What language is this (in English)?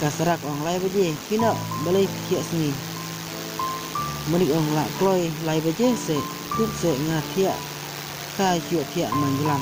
Khasi